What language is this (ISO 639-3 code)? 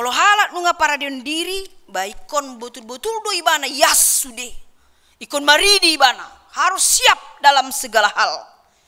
bbc